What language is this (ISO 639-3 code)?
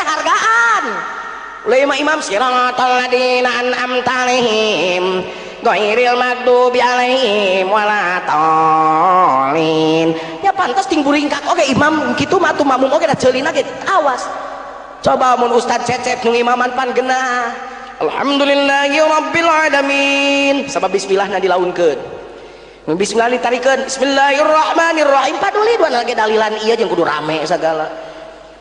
sun